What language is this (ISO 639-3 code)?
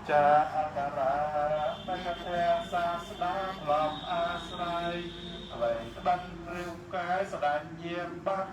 khm